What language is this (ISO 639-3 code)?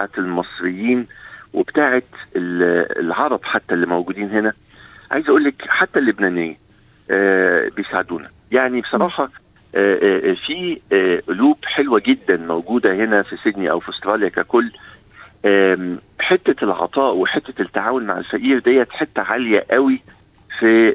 arz